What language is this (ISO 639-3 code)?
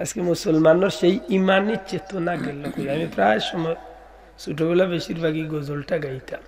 syl